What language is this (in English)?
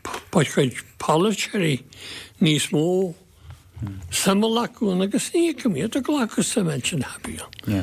Irish